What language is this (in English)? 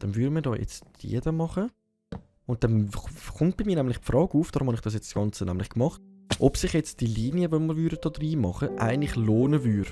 Swiss German